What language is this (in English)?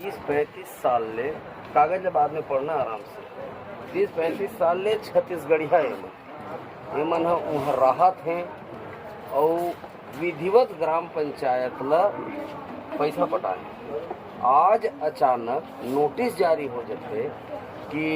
Chhattisgarhi